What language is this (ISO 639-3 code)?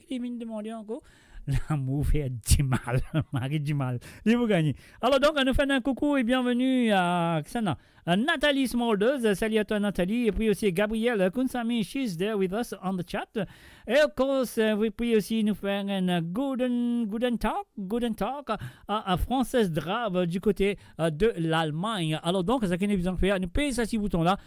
mfe